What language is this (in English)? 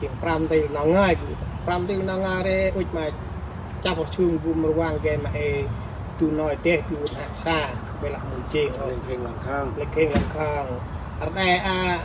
Central Mnong